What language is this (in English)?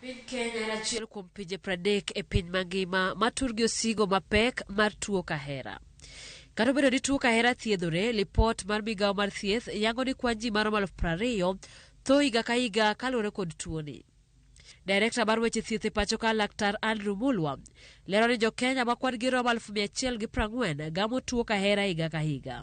Luo (Kenya and Tanzania)